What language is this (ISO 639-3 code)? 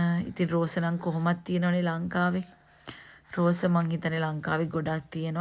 sin